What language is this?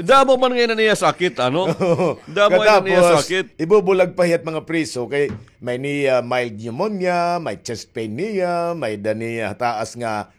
Waray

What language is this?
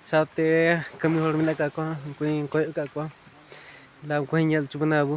Santali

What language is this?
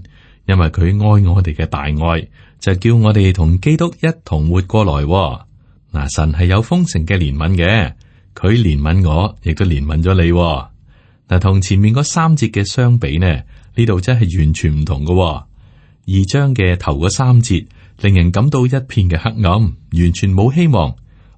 Cantonese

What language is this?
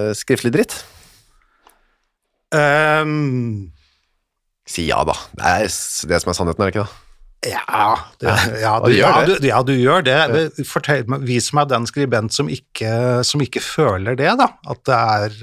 Norwegian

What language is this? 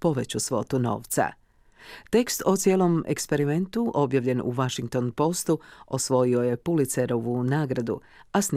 Croatian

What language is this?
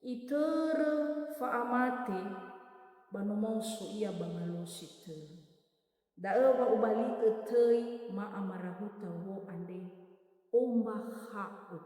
Nias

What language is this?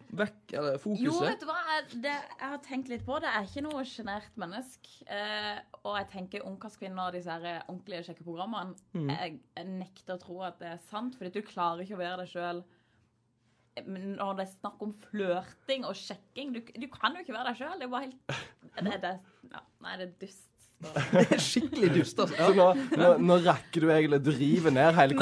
Norwegian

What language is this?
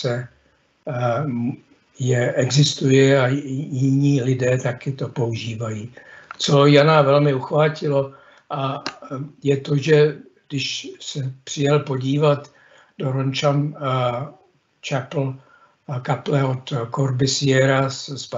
Czech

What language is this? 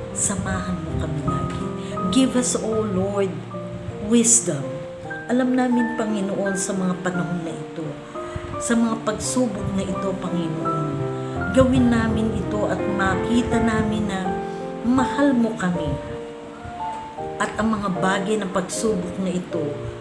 Filipino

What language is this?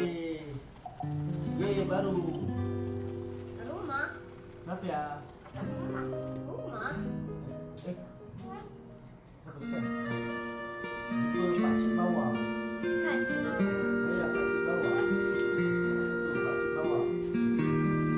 Malay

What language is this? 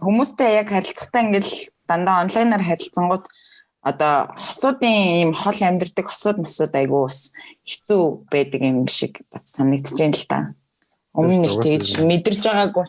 Mongolian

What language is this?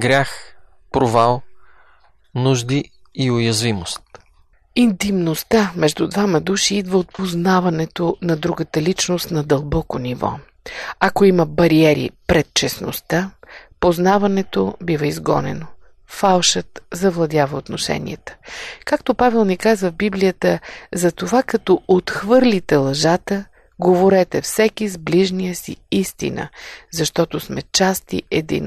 Bulgarian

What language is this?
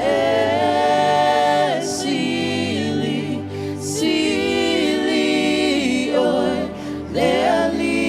Samoan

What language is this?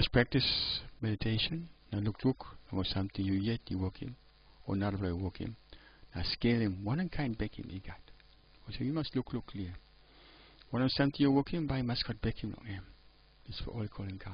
Tok Pisin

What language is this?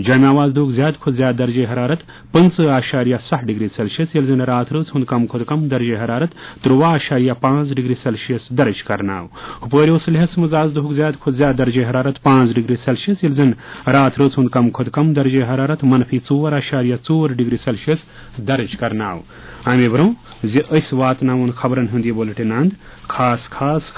Kashmiri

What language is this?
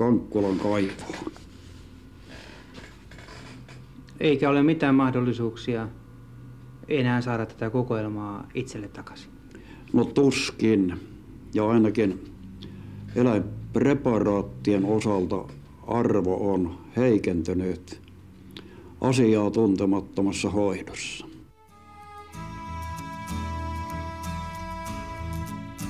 Finnish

